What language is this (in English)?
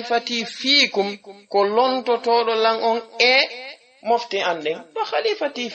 Fula